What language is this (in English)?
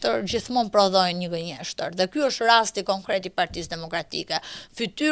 Albanian